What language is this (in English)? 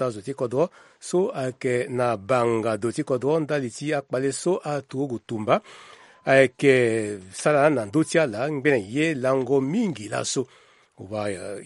Sango